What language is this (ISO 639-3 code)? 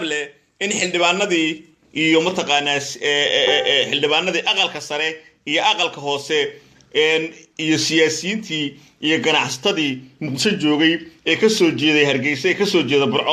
som